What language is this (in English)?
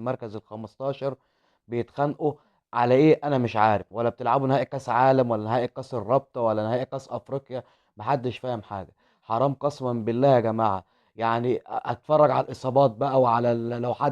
Egyptian Arabic